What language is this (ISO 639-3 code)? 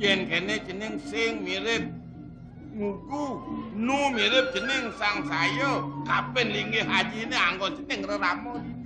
ban